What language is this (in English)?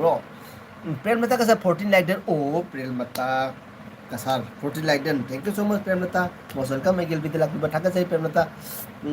Manipuri